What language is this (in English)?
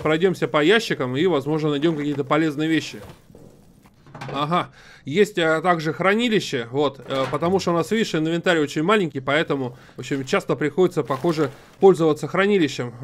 Russian